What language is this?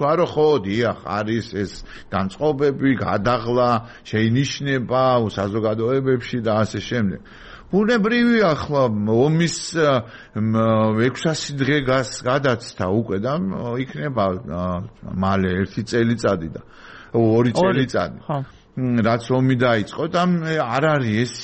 Georgian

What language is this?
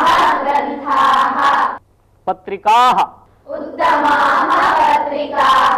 Sanskrit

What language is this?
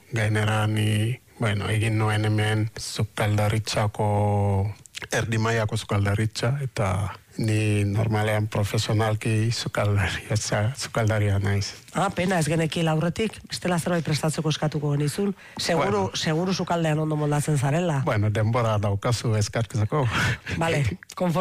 Basque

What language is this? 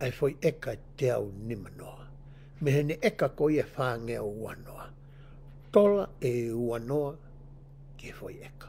Tongan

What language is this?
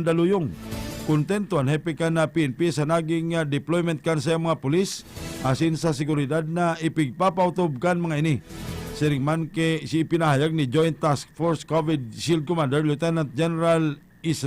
Bikol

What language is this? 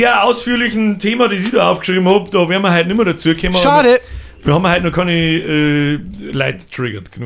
Bavarian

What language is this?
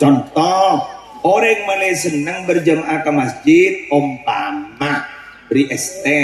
Madurese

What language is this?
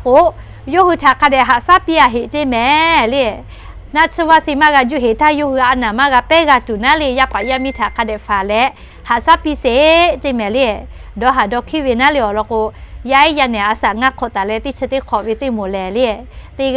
Lahu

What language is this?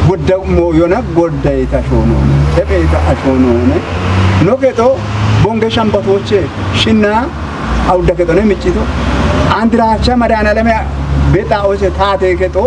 Kafa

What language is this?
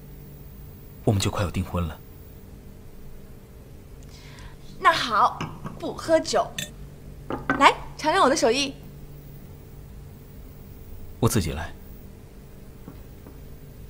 Chinese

